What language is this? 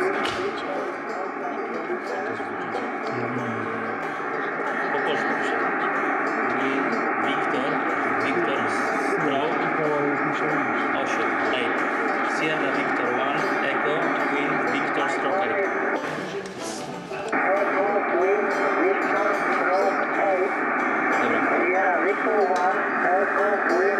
Polish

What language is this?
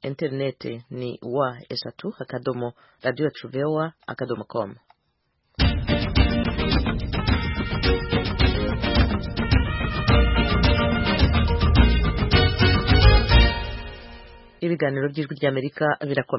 Kinyarwanda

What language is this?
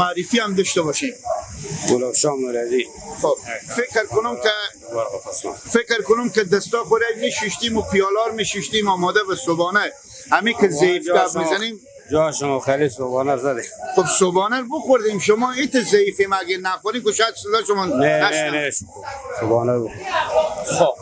Persian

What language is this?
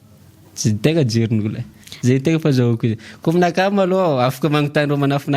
Malagasy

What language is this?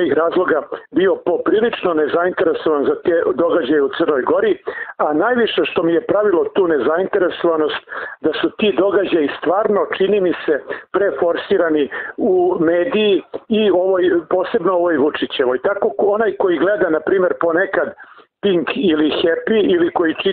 Serbian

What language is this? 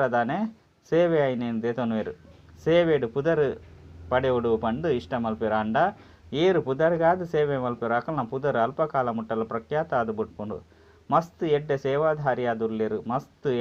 Tulu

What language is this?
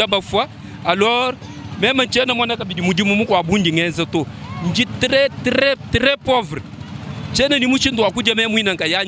Luba-Lulua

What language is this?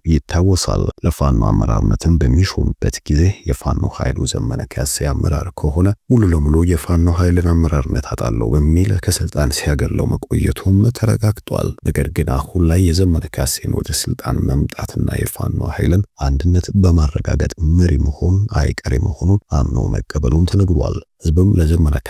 Amharic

